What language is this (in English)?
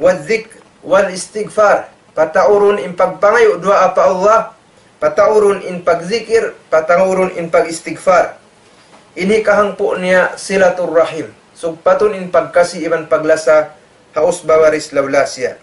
Tausug